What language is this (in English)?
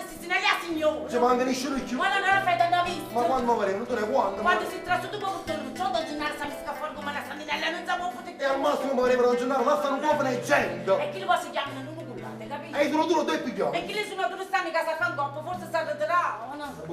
Neapolitan